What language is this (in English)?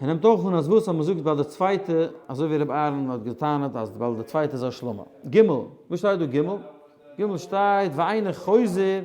Yiddish